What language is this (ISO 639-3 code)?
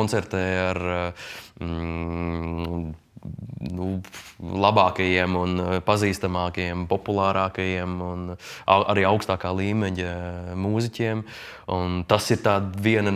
lav